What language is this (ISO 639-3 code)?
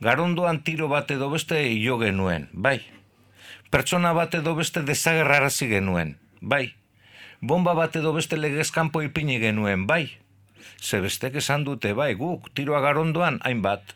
eus